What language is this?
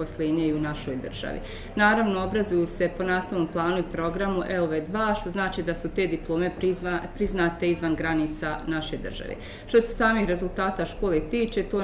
Bosnian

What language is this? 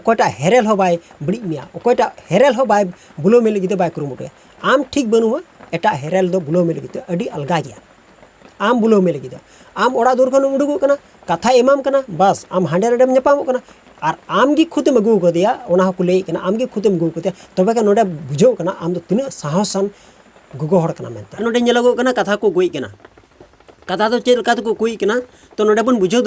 Santali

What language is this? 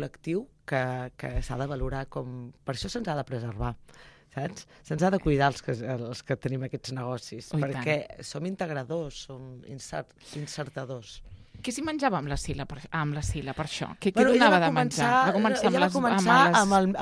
Catalan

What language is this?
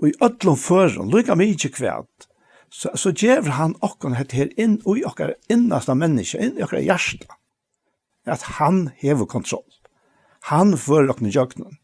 Faroese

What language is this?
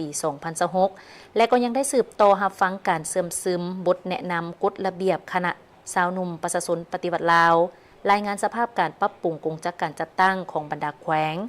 Lao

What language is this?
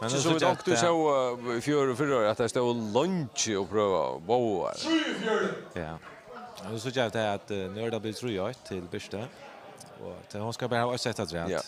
Faroese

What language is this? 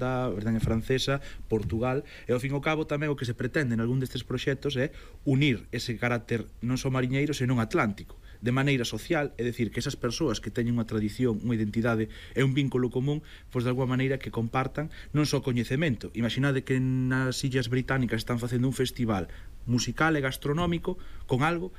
Galician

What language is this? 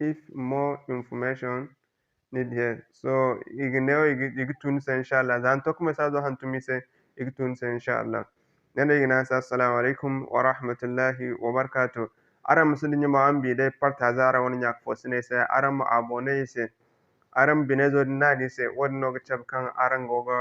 Zarma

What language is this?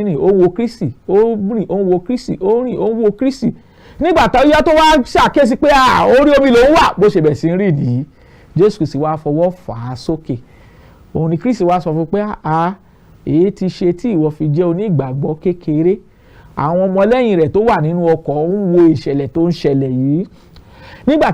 Yoruba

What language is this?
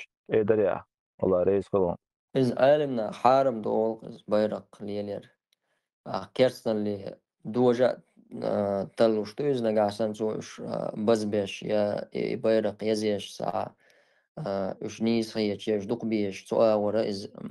Chechen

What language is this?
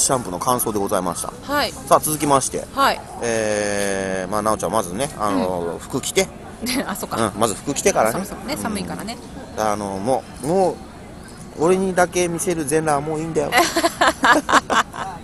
Japanese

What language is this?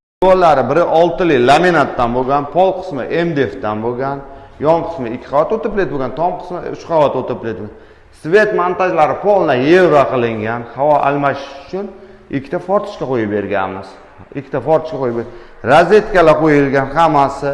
Uzbek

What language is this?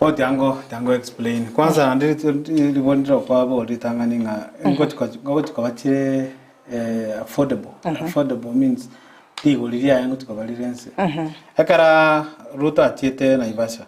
Gusii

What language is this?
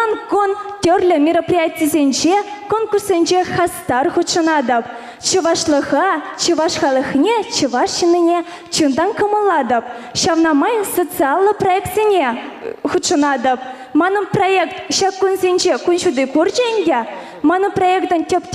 Chuvash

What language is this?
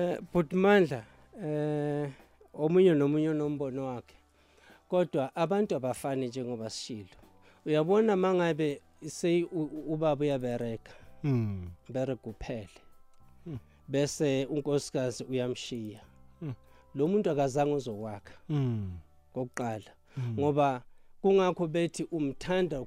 South Ndebele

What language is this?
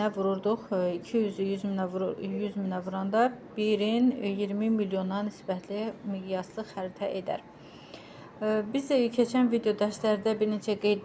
Azerbaijani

